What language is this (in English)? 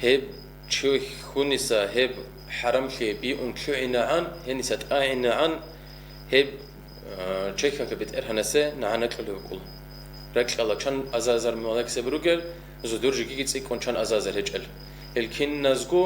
Avaric